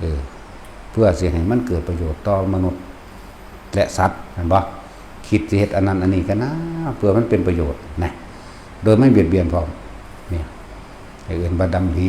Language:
Northeastern Thai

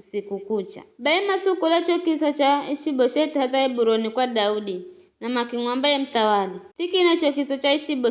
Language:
Giryama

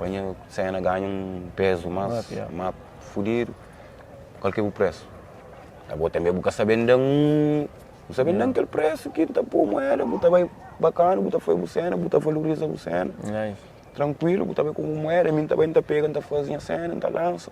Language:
Kabuverdianu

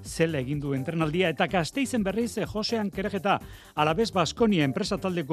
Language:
Basque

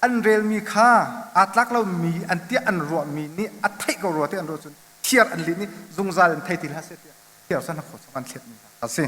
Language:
Hakha Chin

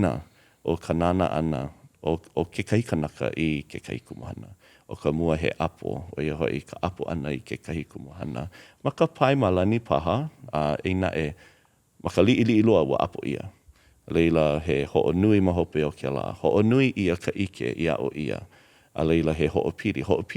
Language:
Hawaiian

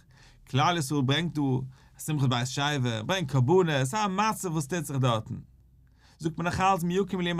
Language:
Yiddish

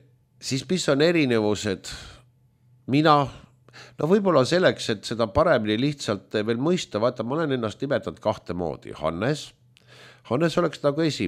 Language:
Estonian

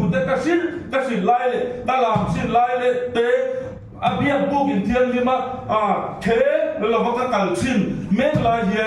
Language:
Mizo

